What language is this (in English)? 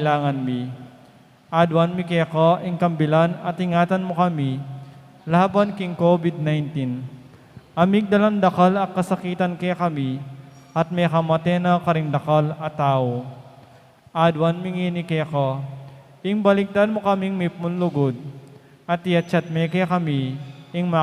Pampanga